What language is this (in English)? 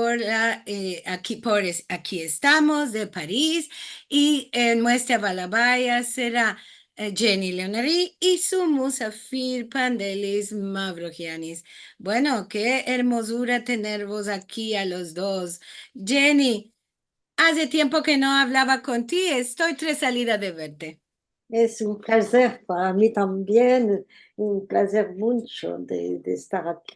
Ladino